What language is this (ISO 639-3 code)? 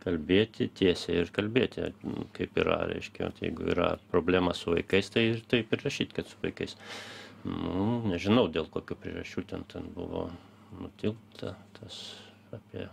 lit